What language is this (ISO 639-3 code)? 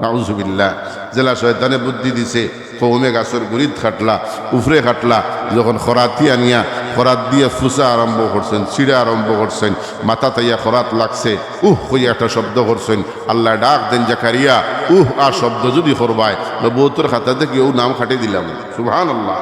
syl